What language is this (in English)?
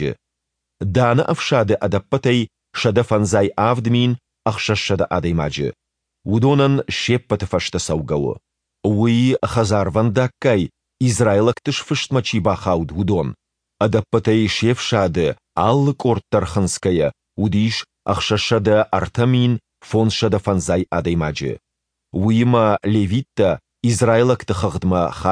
Ossetic